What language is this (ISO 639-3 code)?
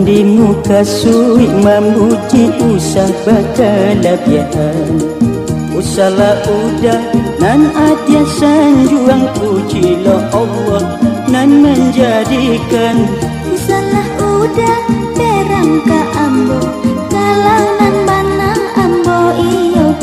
min